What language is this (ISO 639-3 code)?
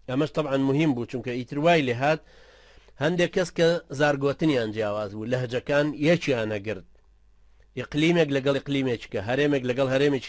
ckb